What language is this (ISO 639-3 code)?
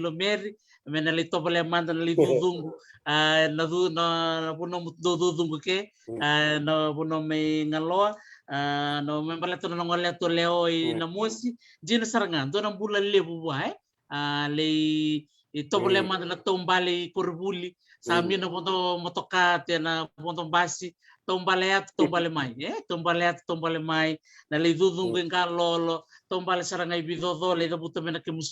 fij